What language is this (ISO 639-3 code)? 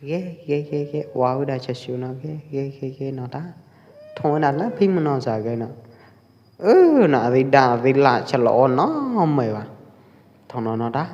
kjp